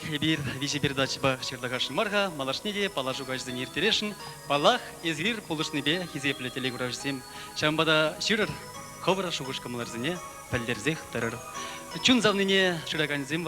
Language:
Chuvash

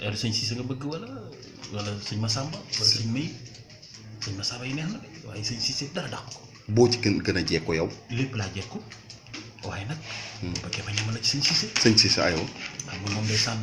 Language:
Wolof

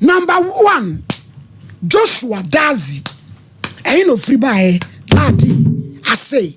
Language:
Akan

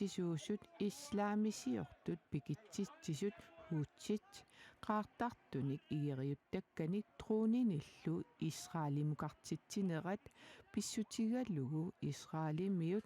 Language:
Kalaallisut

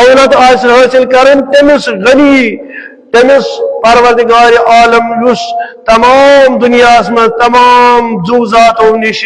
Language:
Kashmiri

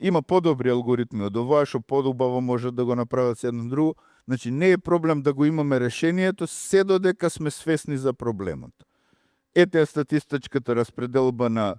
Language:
Macedonian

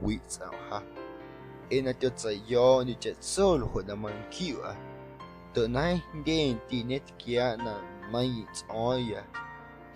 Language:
Guerrero Amuzgo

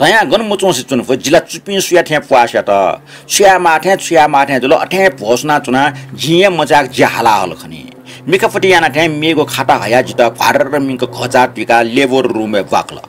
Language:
Newari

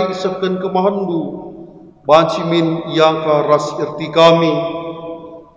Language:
Batak Karo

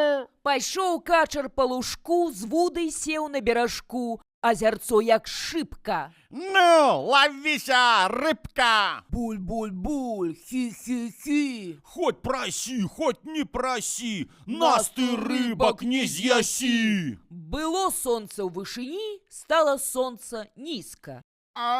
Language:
Belarusian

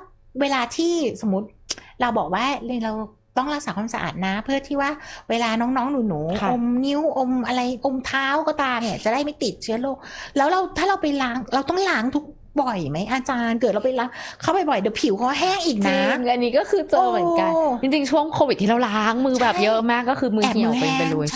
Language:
Thai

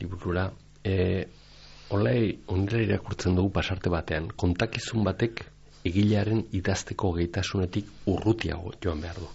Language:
Basque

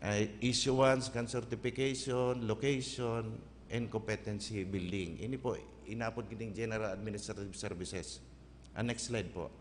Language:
Bikol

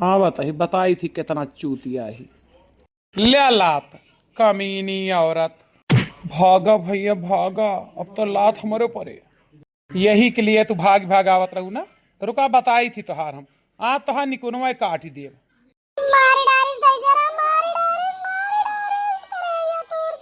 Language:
Awadhi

